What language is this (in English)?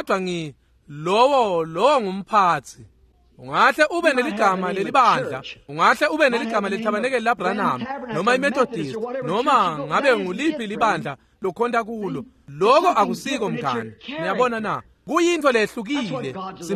Swati